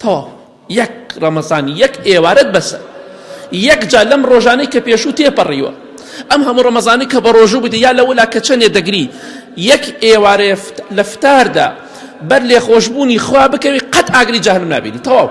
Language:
Central Kurdish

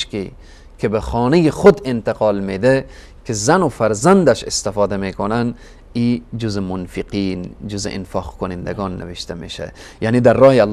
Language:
Persian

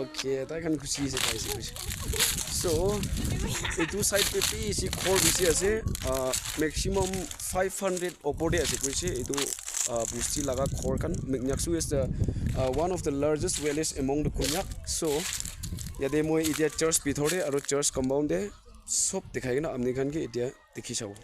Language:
Naga Pidgin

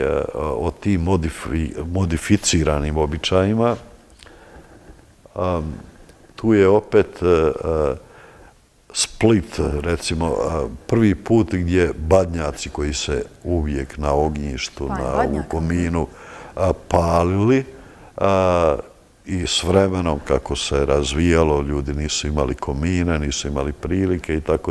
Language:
Croatian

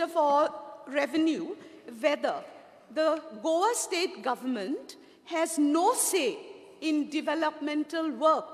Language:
Konkani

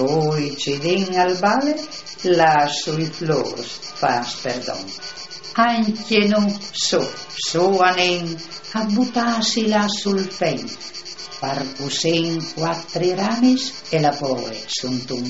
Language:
Friulian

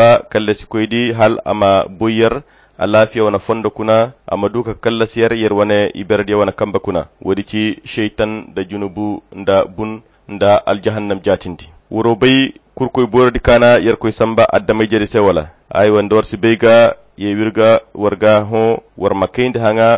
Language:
Koyra Chiini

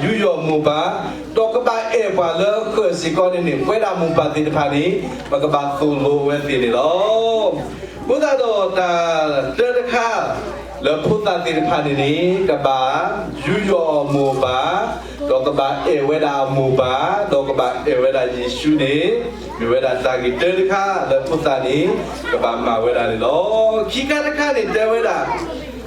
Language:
S'gaw Karen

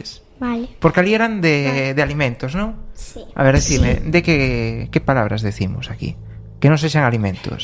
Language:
Galician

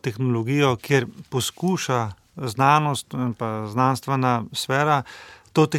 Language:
Slovenian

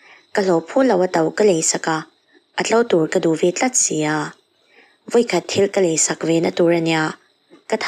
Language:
Mizo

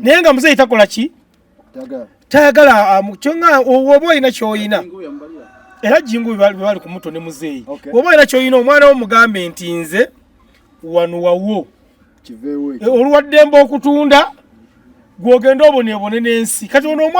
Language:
Ganda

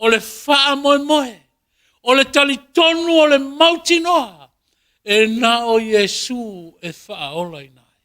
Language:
Samoan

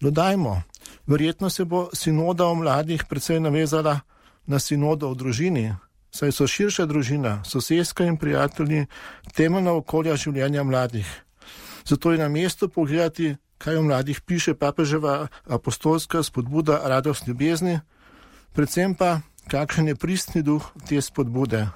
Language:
Slovenian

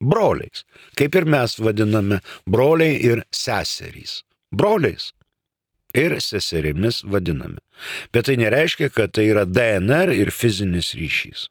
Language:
Lithuanian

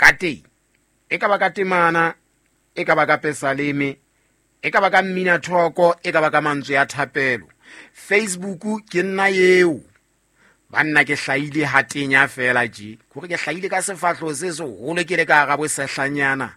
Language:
Southern Sotho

